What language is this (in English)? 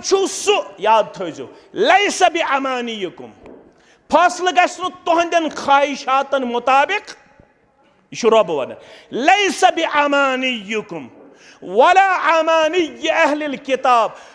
Kashmiri